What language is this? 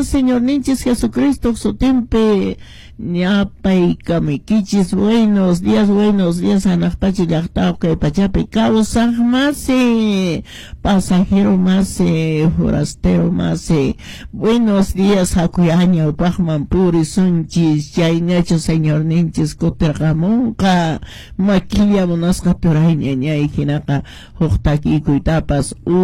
Quechua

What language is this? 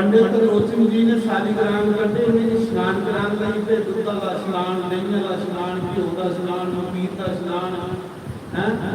Dogri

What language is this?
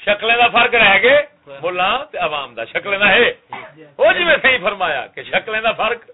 Saraiki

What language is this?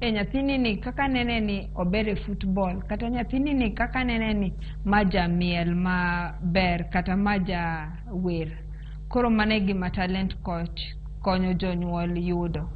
Luo (Kenya and Tanzania)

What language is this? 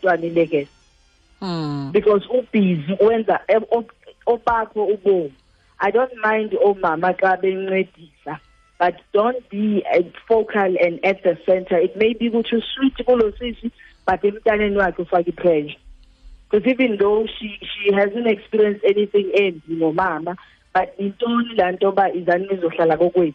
Xhosa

